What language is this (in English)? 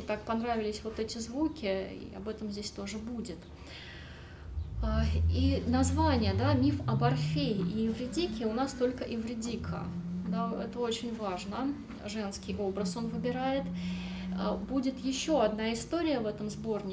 Russian